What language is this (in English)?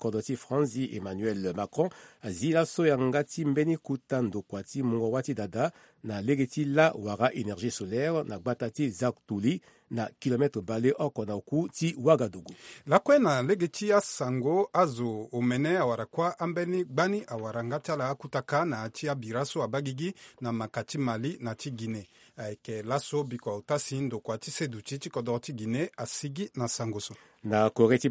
Sango